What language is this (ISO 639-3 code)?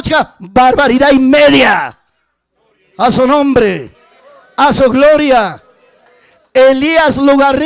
quy